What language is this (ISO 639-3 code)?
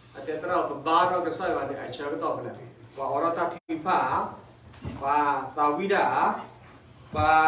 ksw